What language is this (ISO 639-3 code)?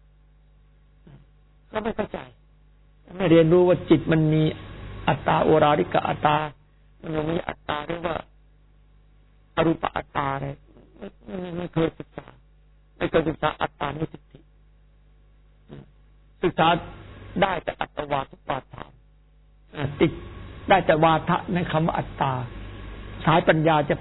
tha